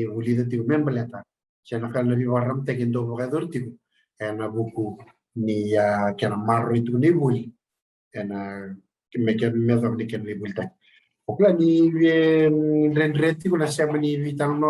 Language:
Fijian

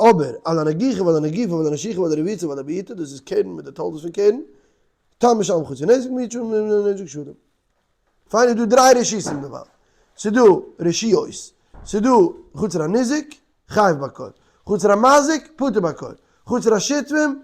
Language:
Yiddish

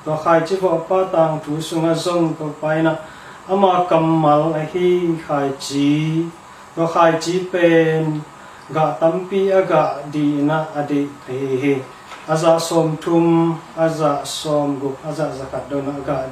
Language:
Tedim Chin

